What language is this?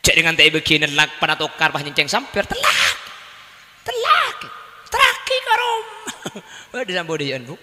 Madurese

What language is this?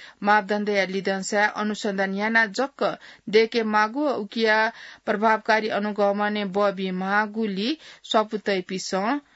Newari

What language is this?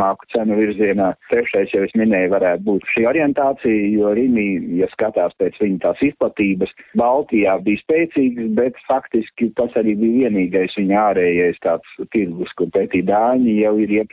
Latvian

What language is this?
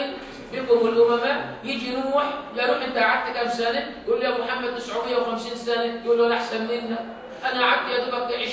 Egyptian Arabic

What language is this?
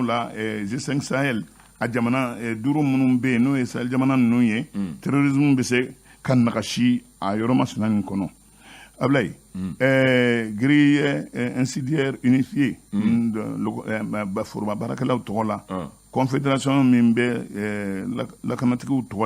Bambara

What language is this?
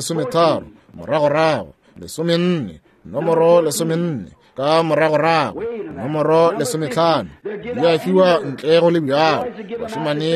Northern Sotho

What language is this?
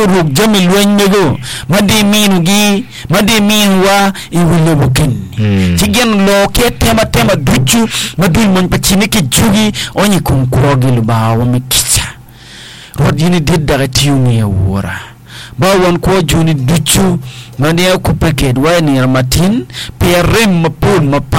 Acoli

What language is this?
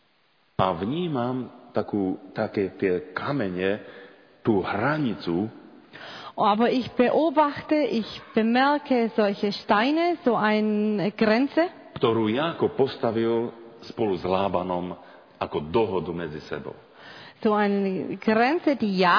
Slovak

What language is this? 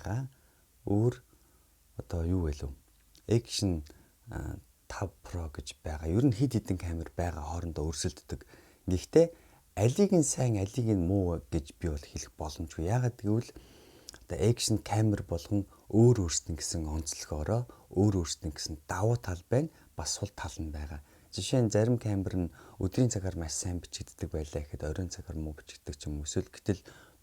Mongolian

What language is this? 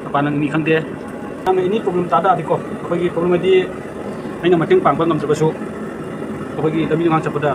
Manipuri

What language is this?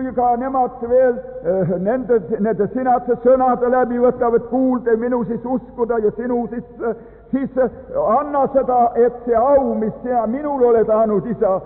Estonian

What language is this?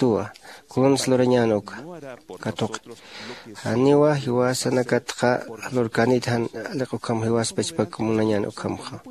Aymara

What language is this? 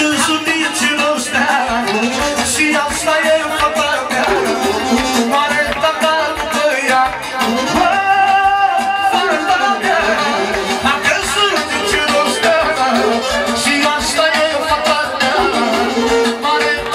Romanian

